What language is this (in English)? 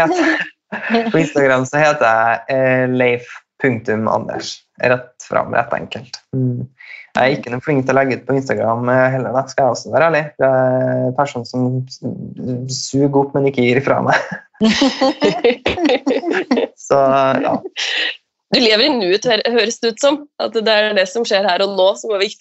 Norwegian